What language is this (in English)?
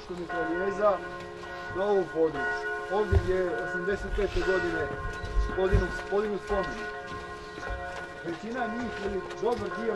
Croatian